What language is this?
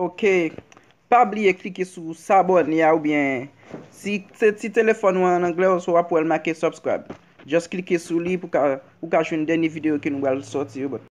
Haitian Creole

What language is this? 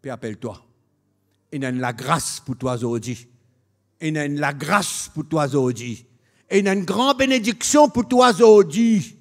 Morisyen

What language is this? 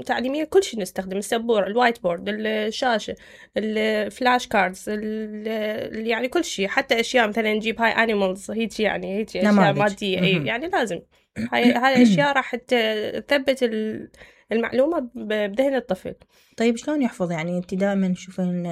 Mesopotamian Arabic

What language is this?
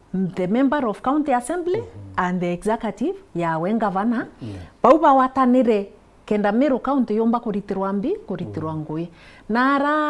Meru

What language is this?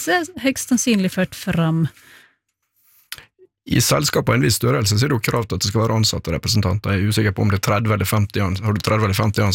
Norwegian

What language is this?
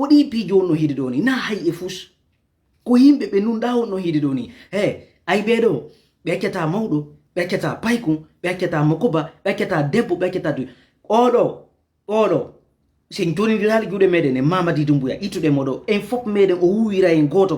Fula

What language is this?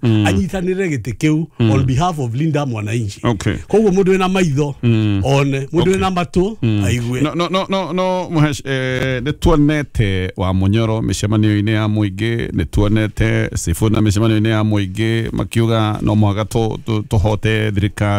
Kikuyu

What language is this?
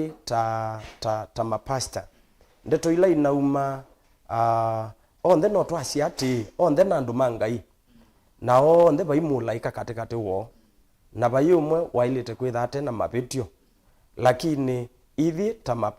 Kamba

